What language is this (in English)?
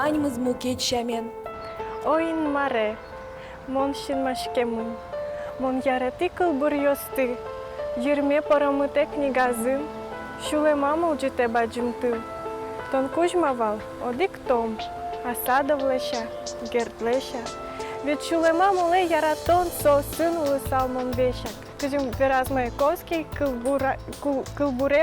Udmurt